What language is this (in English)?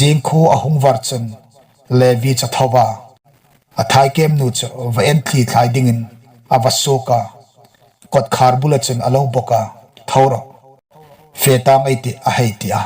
Hmar